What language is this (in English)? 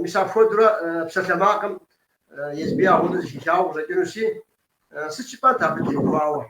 Kabardian